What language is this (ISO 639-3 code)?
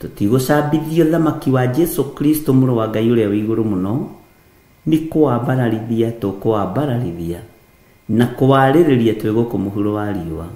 kik